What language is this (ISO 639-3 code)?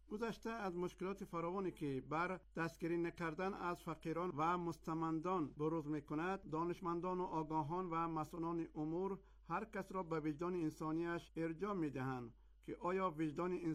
fas